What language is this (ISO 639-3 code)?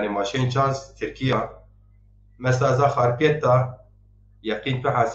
zza